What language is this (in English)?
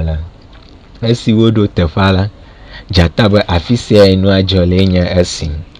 Ewe